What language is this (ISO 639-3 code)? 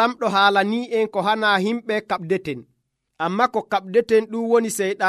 fuv